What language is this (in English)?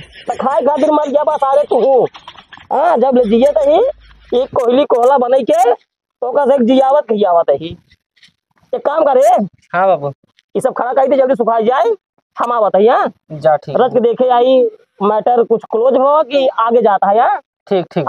Awadhi